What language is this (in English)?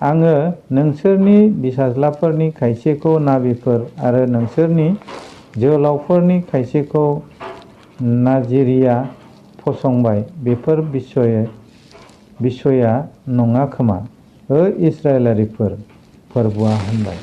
Bodo